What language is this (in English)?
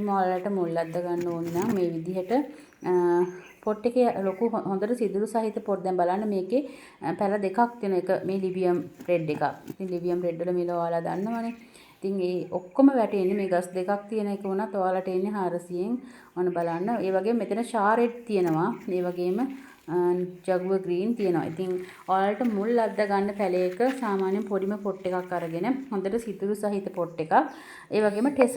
Sinhala